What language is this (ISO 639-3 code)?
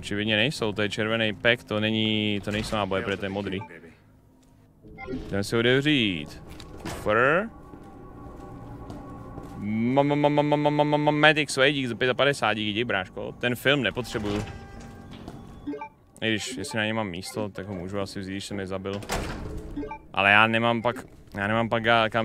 ces